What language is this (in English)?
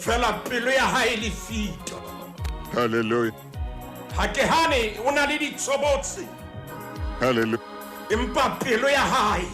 Southern Sotho